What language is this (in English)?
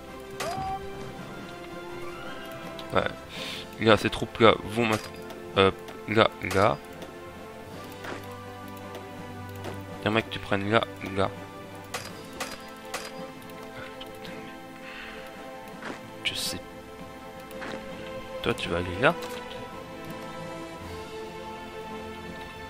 French